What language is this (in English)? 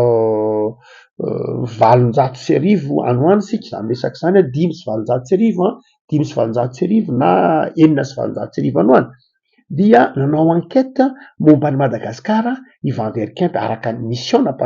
Malagasy